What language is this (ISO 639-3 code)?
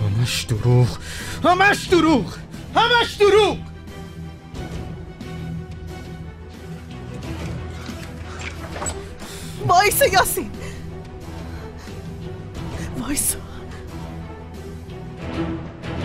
fas